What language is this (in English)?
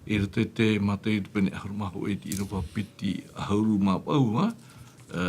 Tahitian